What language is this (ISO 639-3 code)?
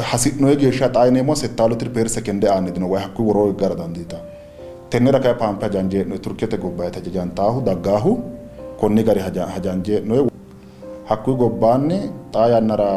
sid